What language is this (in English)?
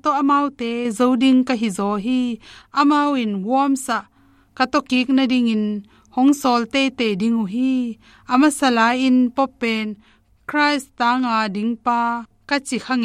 Tedim Chin